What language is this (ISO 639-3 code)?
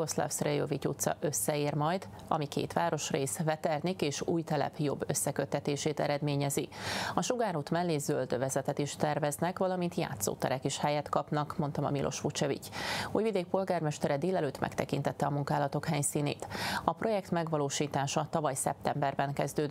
hun